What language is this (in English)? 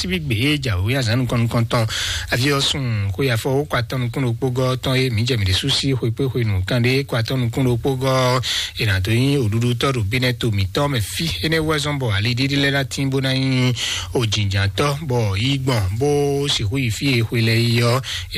Fon